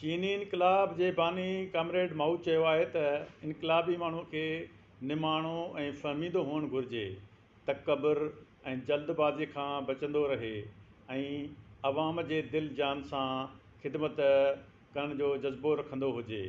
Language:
Sindhi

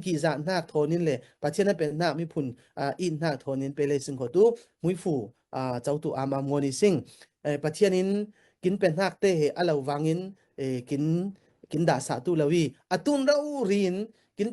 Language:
Falam Chin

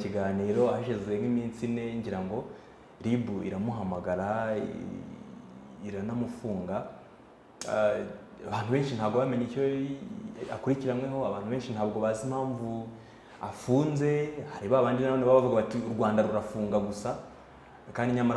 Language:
Kinyarwanda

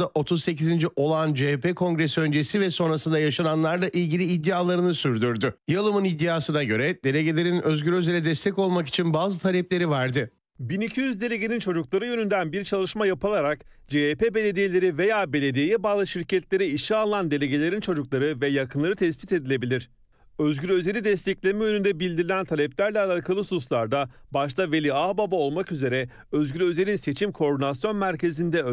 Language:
Turkish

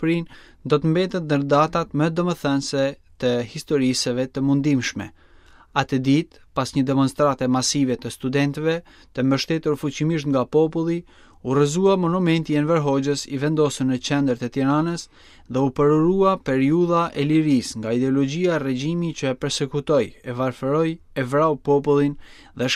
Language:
Albanian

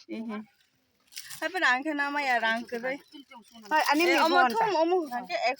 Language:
Kok Borok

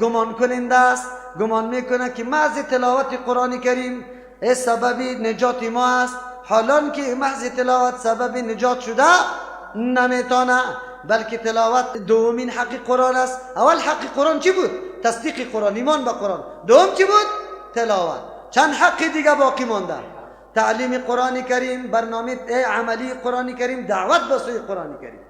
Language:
Persian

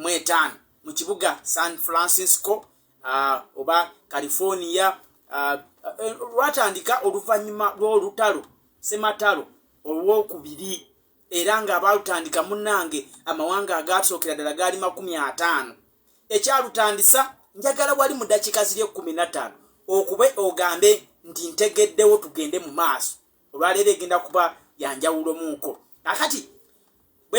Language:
Ganda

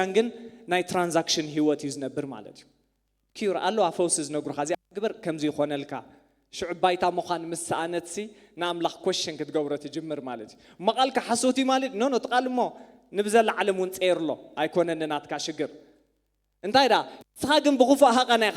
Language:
Tigrinya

